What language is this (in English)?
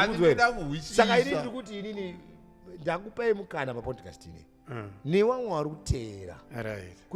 Shona